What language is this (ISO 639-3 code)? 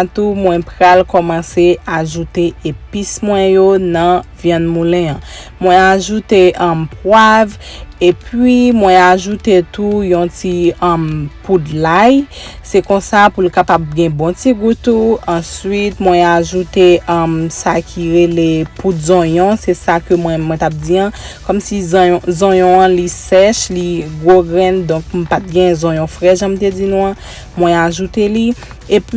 hat